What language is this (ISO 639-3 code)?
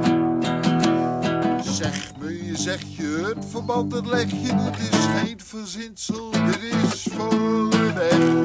nld